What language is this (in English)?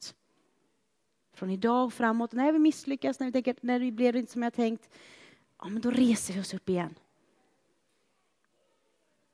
Swedish